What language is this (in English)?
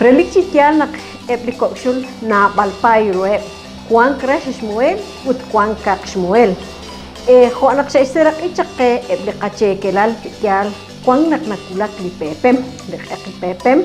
Kekchí